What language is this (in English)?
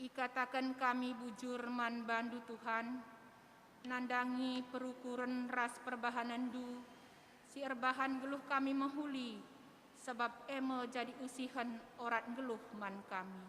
Batak Karo